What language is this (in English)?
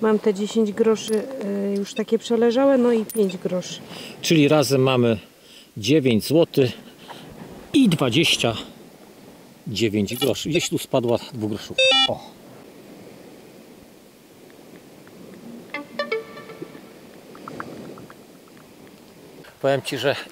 Polish